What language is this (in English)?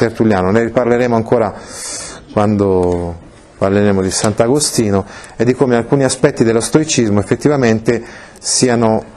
Italian